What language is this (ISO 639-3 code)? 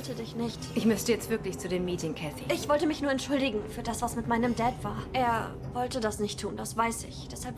gsw